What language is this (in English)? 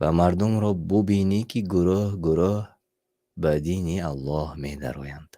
Tajik